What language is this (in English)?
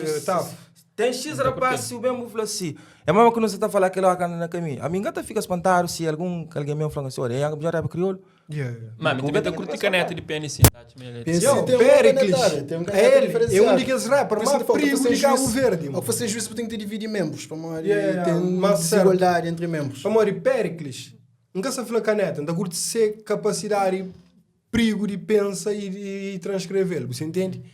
Kabuverdianu